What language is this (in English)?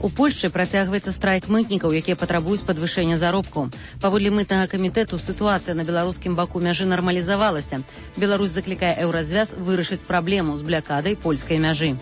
Belarusian